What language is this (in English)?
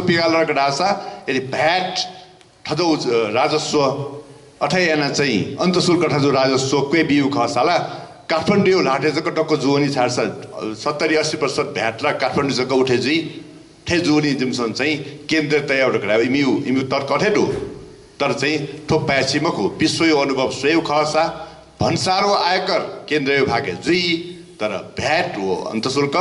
Newari